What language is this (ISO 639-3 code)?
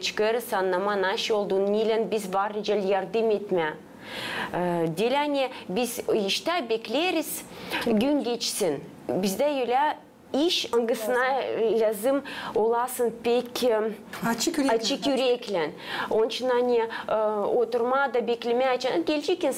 gag